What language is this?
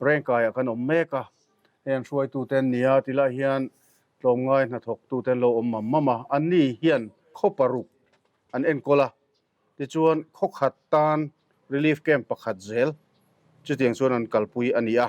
Mizo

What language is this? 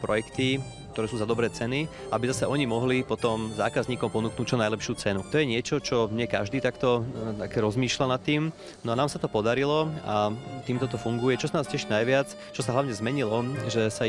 Slovak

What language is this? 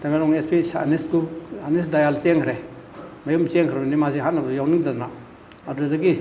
Manipuri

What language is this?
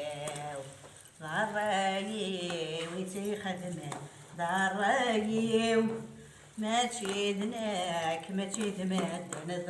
Kabyle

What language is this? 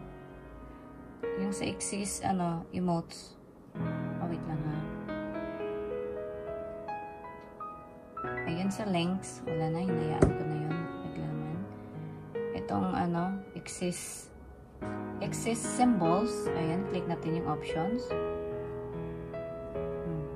Filipino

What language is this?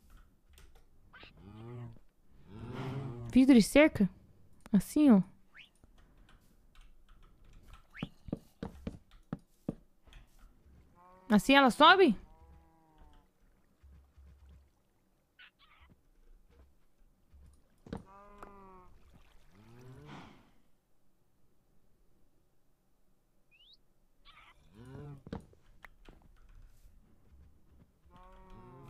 Portuguese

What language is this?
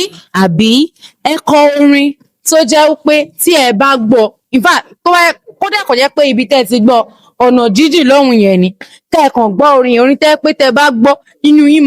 Yoruba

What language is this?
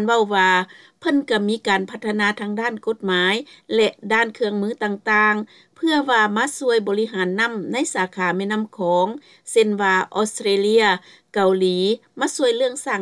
Lao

